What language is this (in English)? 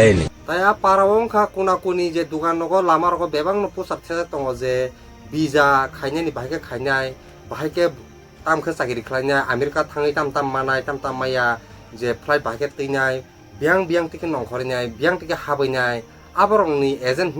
Kok Borok